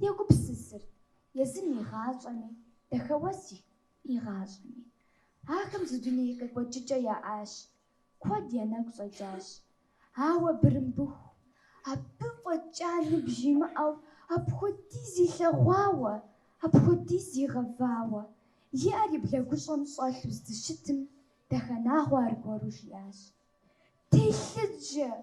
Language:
Kabardian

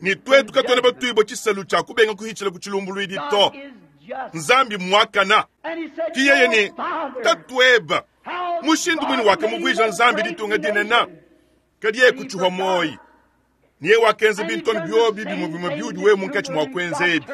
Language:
Luba-Lulua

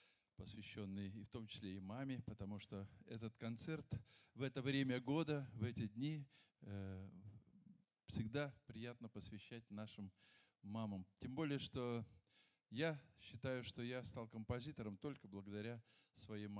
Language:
Russian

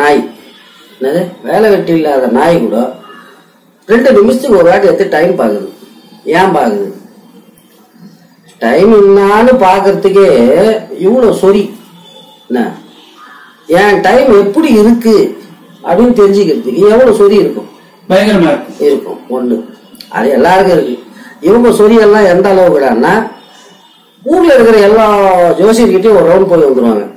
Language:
Tamil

